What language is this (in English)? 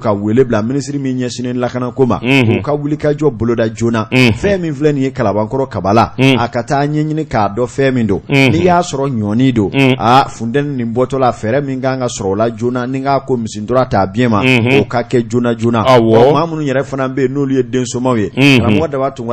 Bambara